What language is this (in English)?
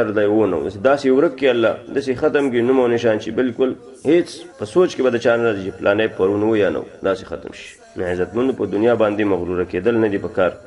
Pashto